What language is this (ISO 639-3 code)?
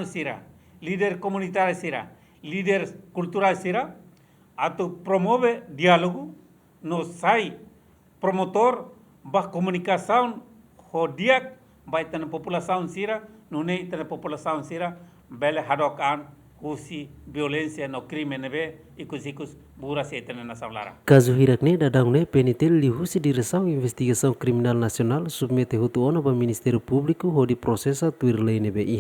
tet